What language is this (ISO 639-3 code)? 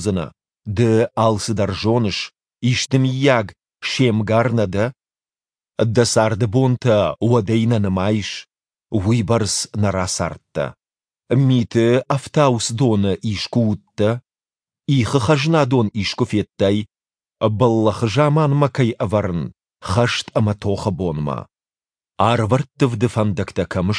oss